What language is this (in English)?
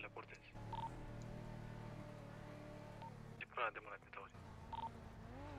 Romanian